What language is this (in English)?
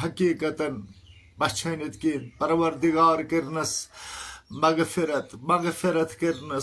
Kashmiri